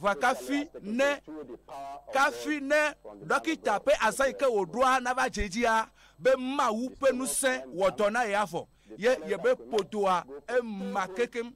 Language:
Ewe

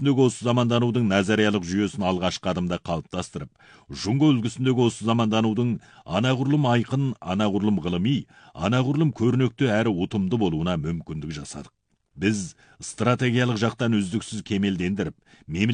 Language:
Kazakh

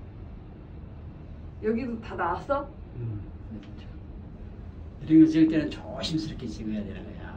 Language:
Korean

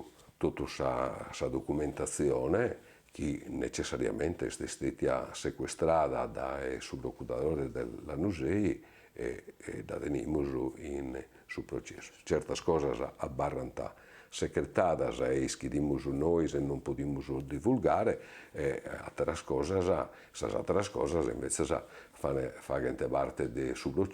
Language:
Sardinian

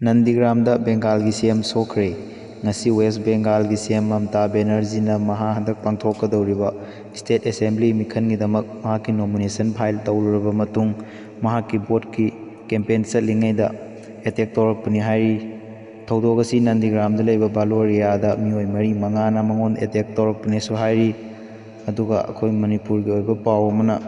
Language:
Manipuri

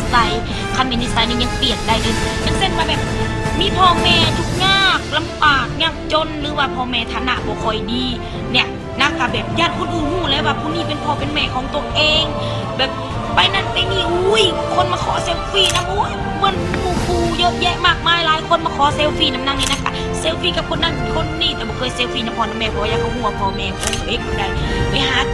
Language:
Lao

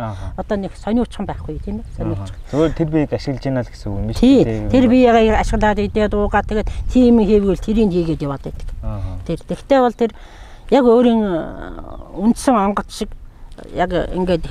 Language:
Mongolian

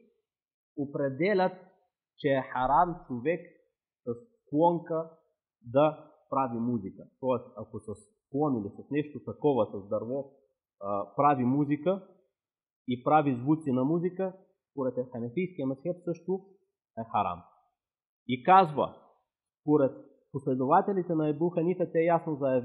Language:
Bulgarian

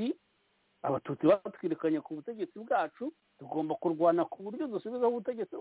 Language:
Kinyarwanda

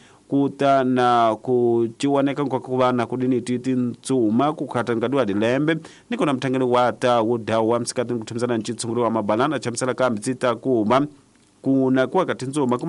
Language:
Tsonga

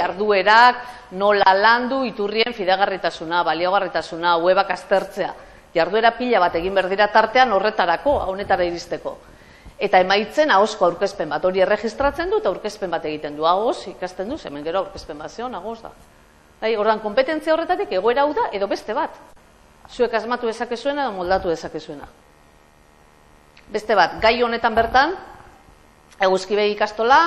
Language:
Basque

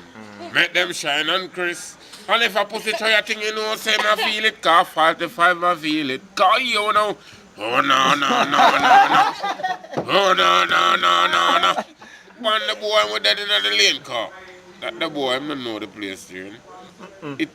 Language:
Jamaican Creole English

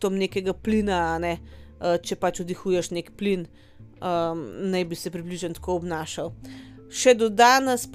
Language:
Slovenian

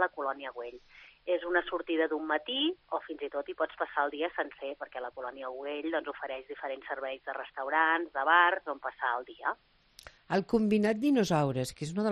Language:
Catalan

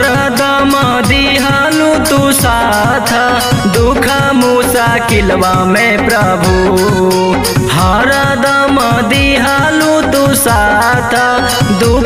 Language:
Bhojpuri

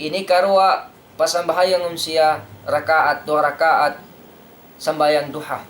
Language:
Tausug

